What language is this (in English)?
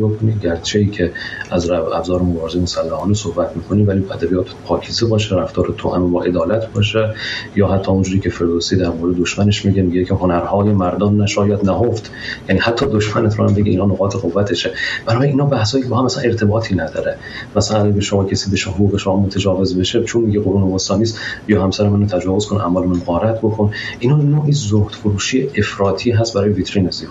Persian